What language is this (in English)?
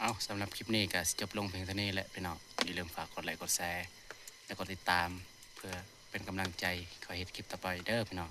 Northeastern Thai